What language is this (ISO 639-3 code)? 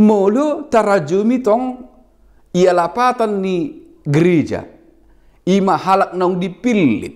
bbc